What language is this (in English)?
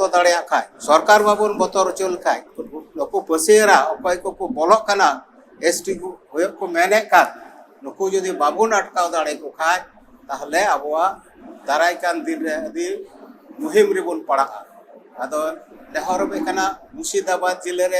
Santali